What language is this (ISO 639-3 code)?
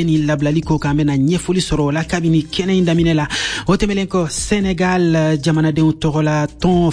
bam